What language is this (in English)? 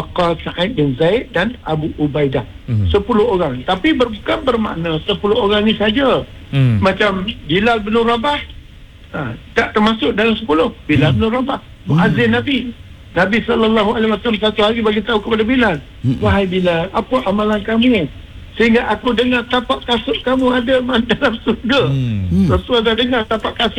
Malay